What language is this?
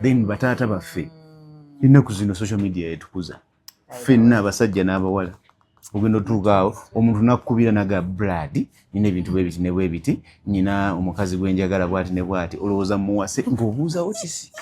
Ganda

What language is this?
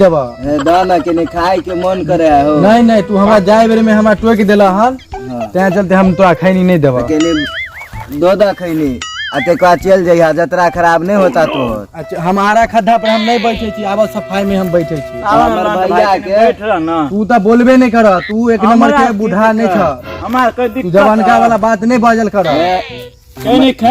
Maithili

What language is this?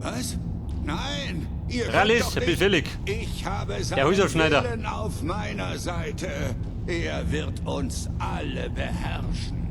Bavarian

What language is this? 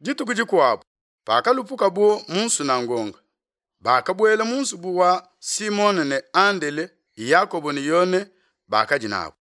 Luba-Lulua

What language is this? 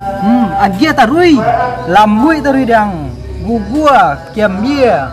Minangkabau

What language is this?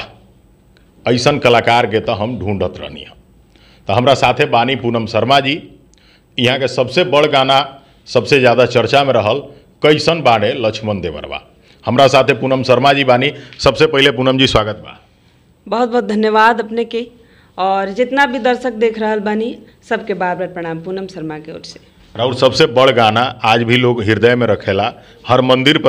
Bhojpuri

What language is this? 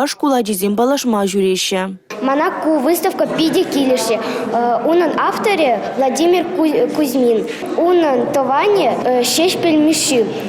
Chuvash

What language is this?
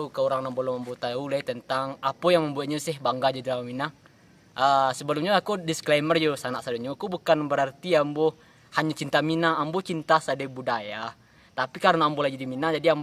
Minangkabau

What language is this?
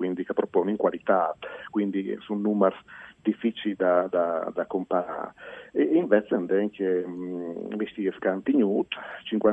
Friulian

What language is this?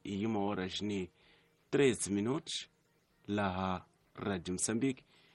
Tsonga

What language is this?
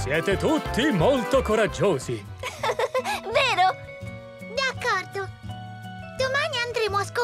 Italian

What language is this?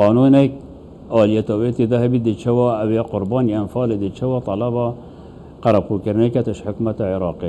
Kurdish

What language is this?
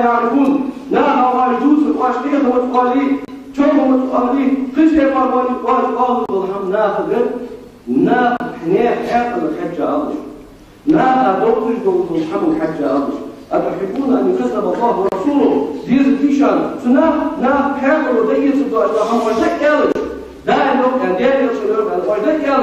Ingush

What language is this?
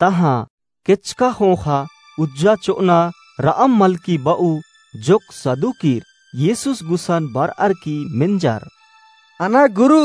Kurukh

